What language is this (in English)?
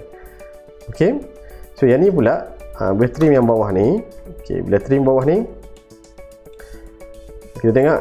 Malay